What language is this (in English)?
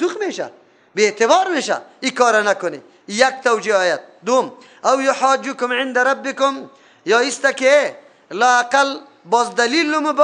Persian